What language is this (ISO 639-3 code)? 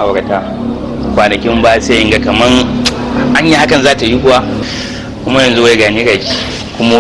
hau